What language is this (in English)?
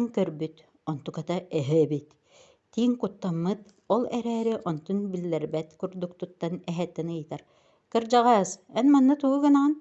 Yakut